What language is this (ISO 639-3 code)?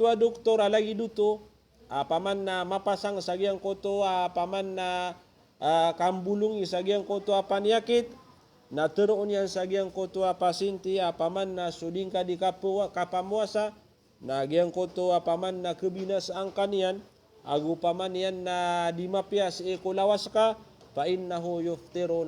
mrw